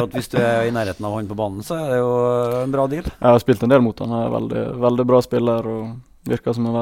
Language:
Norwegian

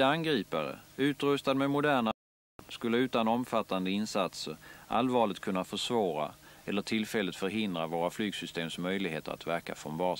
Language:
Swedish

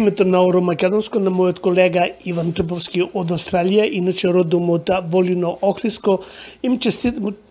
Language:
Macedonian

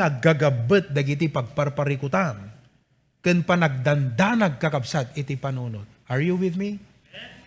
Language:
Iloko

